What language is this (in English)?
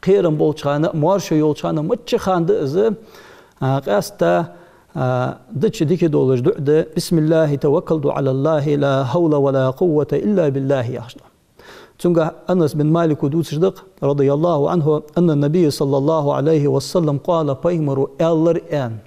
Ingush